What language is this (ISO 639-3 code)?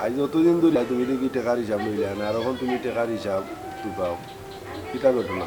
syl